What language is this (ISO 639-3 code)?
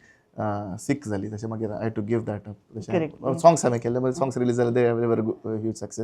kok